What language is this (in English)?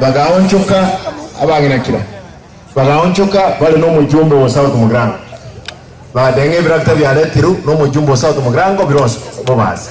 Gusii